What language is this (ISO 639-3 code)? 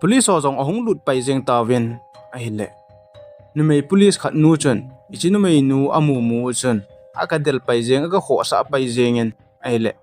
tcz